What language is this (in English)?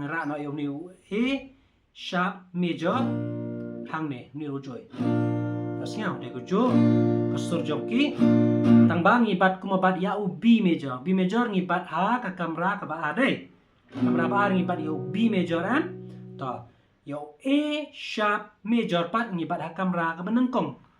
Khasi